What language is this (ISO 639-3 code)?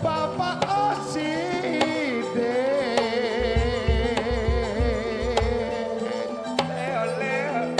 mad